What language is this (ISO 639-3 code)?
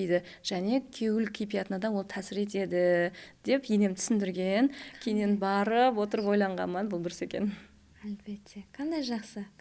kaa